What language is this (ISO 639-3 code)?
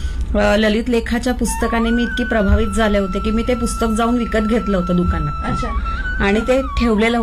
mar